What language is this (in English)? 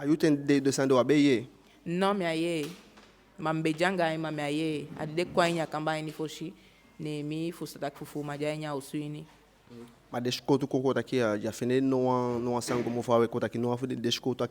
Eastern Maroon Creole